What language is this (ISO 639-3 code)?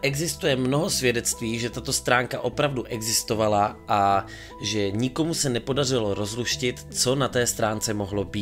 ces